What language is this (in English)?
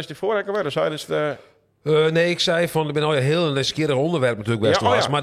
Western Frisian